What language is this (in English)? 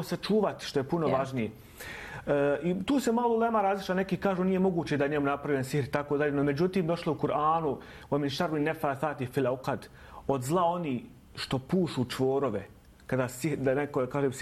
Bosnian